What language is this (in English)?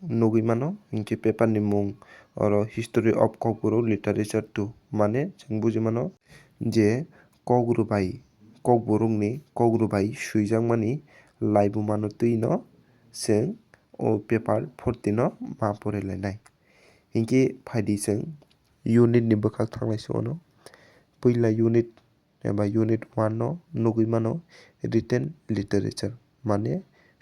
Kok Borok